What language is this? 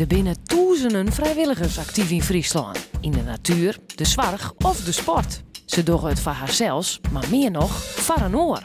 Western Frisian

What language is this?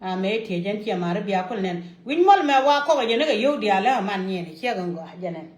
Nuer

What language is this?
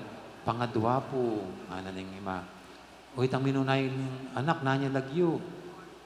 Pampanga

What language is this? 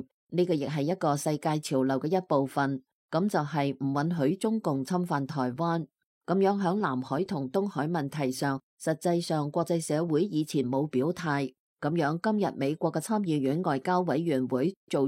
Cantonese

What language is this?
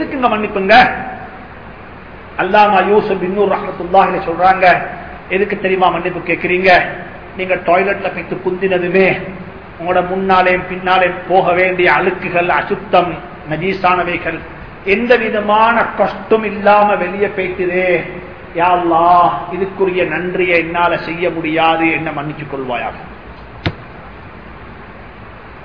Tamil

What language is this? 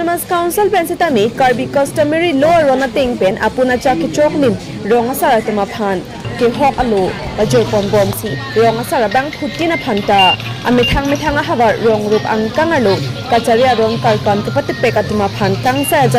Karbi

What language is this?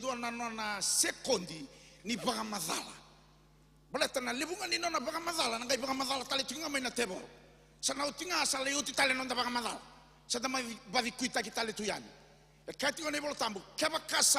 Fijian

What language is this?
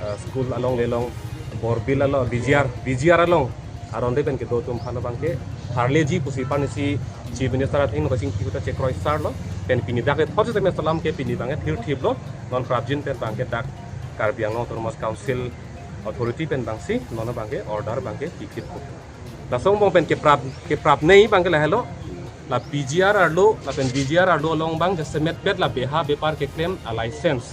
Karbi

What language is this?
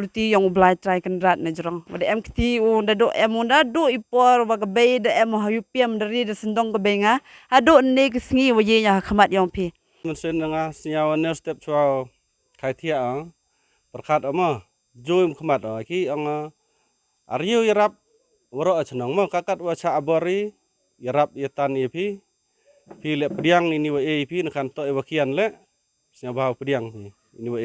Khasi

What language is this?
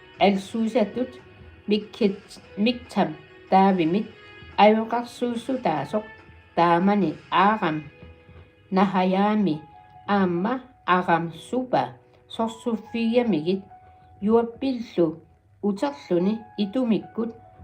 Kalaallisut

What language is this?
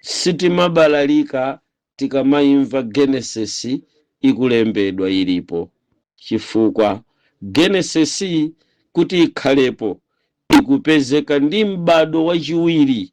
Nyanja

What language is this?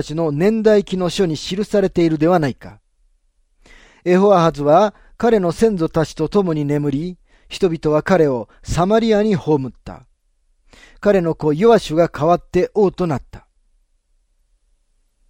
Japanese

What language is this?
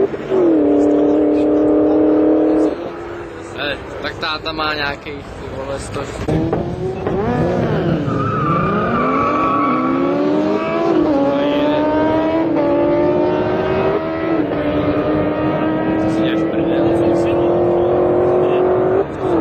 Czech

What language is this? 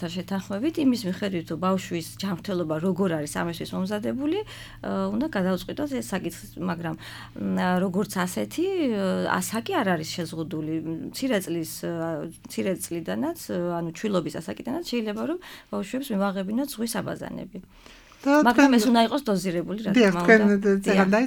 Georgian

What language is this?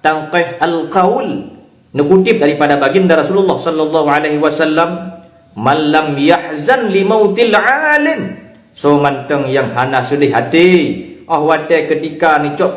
Achinese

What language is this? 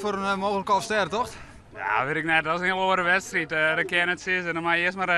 Western Frisian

